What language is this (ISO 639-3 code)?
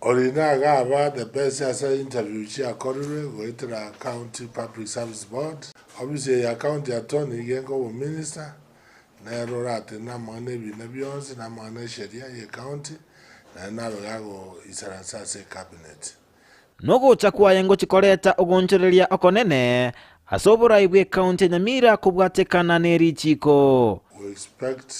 guz